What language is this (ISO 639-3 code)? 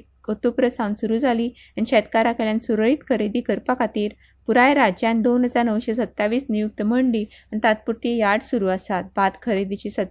kok